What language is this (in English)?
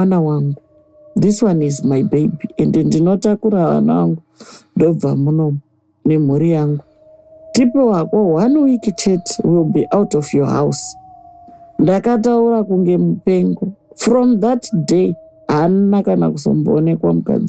Shona